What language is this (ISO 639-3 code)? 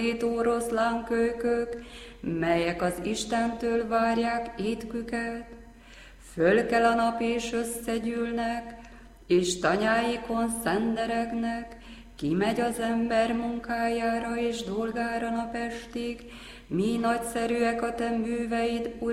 hun